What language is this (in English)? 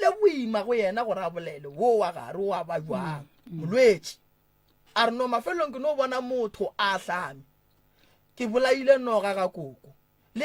Northern Sotho